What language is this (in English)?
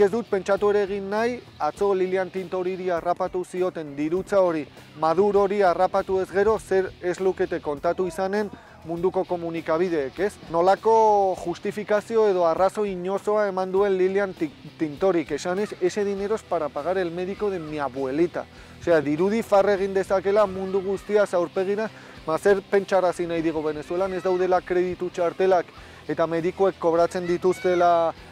Basque